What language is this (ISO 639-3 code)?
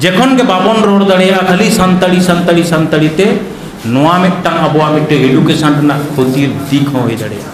sat